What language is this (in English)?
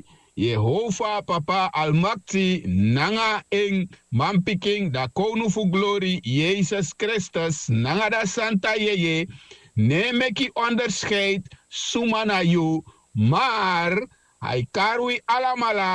Sranan Tongo